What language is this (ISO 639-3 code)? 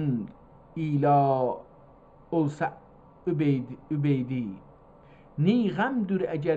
azb